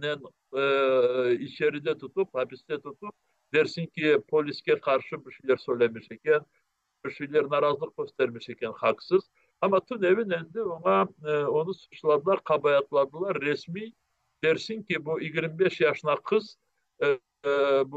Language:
Crimean Tatar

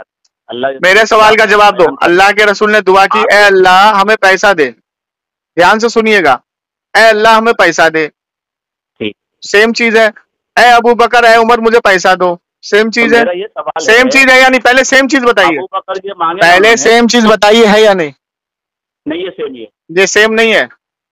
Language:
Urdu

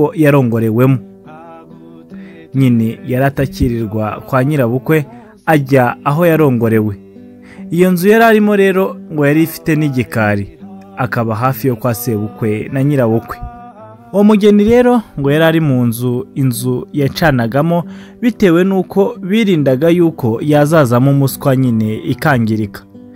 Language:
Kinyarwanda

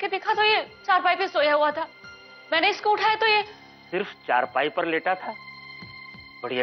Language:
Hindi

